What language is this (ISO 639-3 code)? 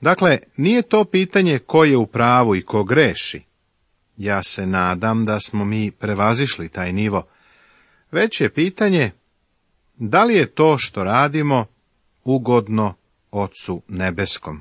srp